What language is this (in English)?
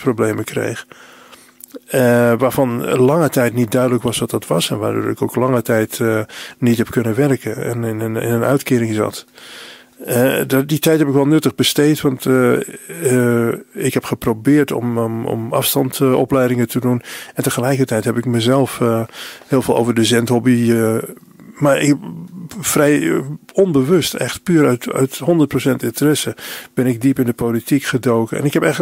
Dutch